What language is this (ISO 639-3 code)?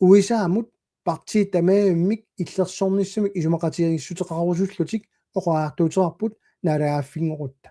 kal